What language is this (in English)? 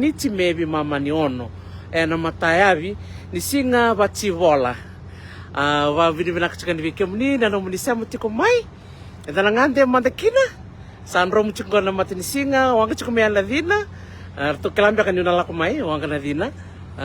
Fijian